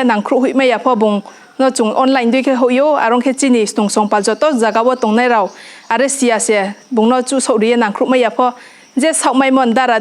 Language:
Riang (India)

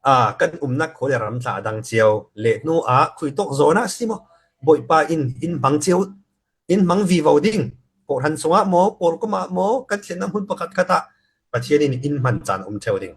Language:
Falam Chin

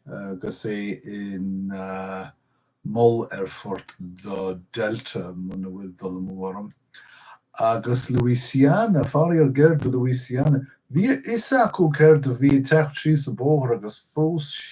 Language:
Irish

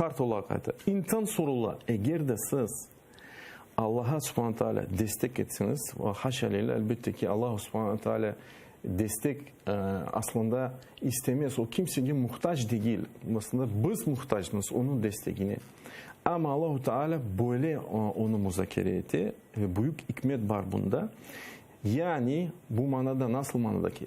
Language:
Crimean Tatar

